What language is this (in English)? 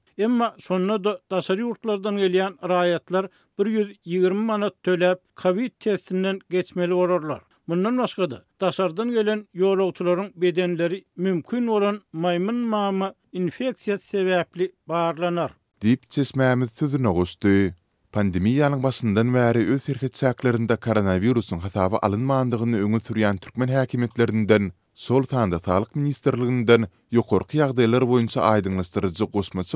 Turkmen